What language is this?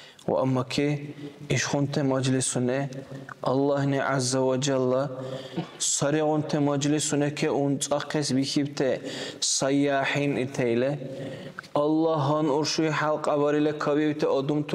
Dargwa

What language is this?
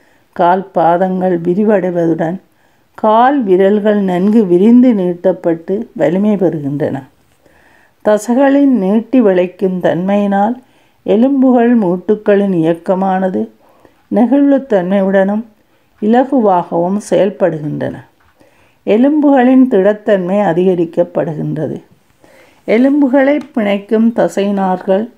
Tamil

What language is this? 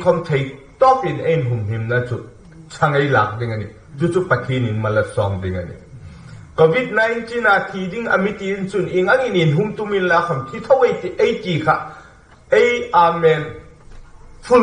Hmar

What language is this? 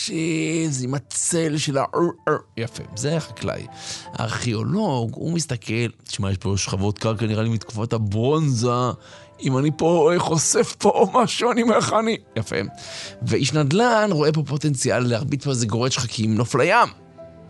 Hebrew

